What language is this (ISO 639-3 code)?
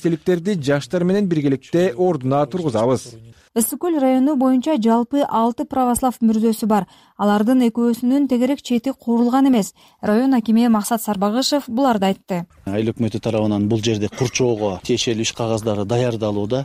kir